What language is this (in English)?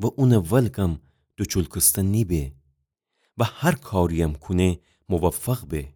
Gilaki